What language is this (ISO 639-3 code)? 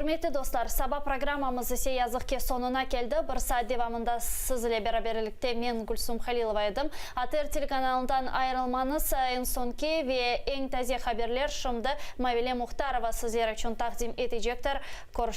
crh